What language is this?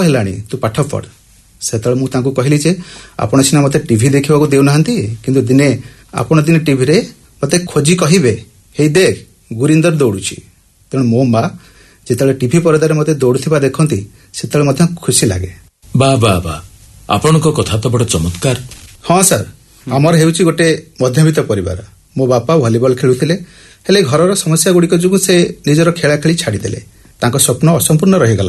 Odia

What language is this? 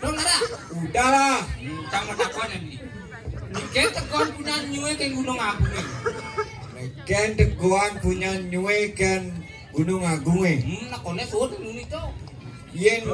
Balinese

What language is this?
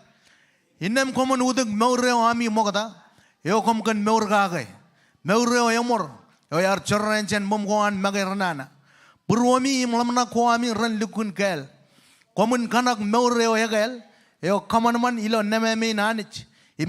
Marshallese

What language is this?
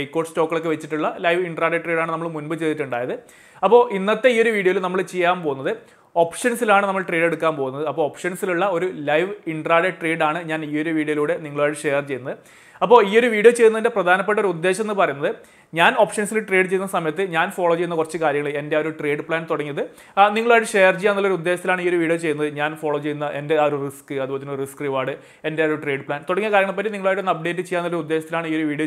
Malayalam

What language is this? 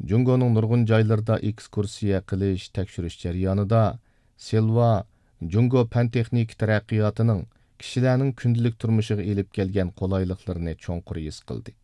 Uyghur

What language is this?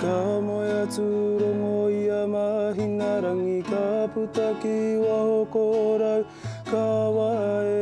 Māori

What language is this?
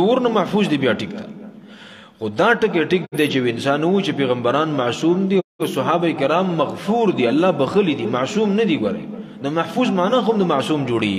Pashto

